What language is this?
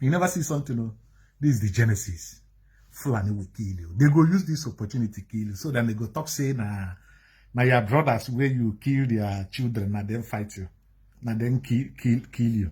Nigerian Pidgin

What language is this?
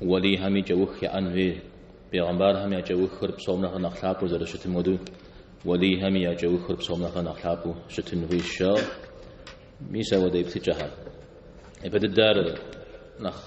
Kabardian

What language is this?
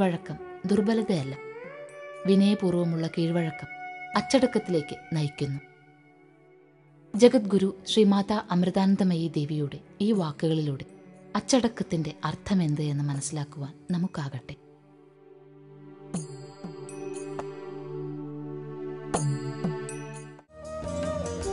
Malayalam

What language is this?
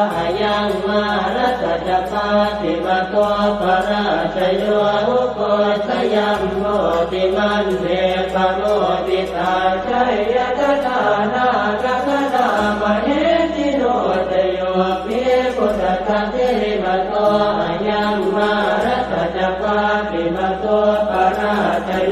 Pali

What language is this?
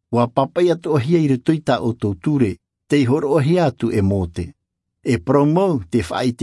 Tahitian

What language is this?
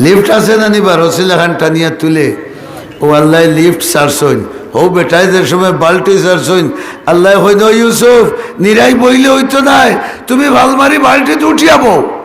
Sylheti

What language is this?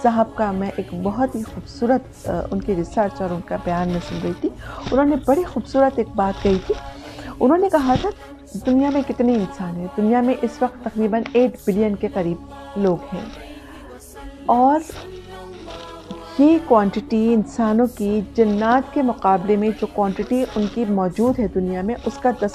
Urdu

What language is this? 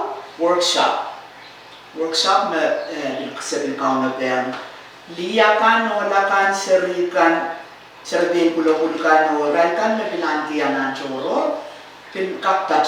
Pohnpeian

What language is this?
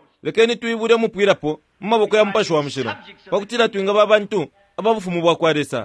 Bemba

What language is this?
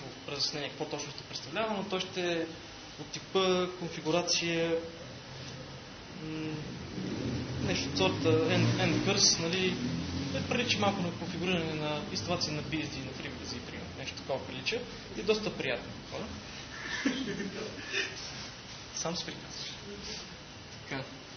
Bulgarian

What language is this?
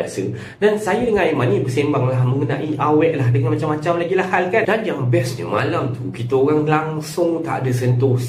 Malay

